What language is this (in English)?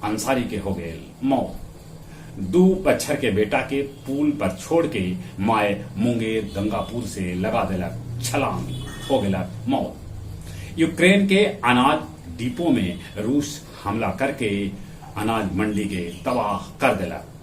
Magahi